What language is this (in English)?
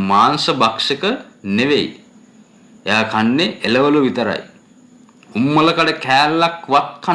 Sinhala